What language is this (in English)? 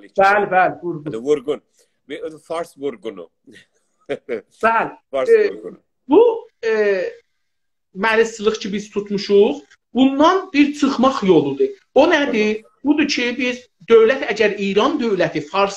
South Azerbaijani